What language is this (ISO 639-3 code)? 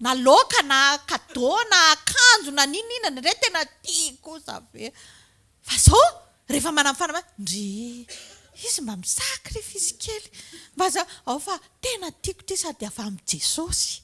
mlg